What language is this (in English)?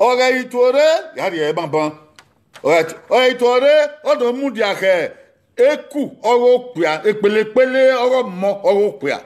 Bini